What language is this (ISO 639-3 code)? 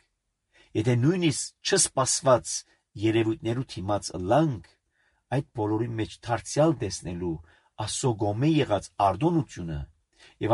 hye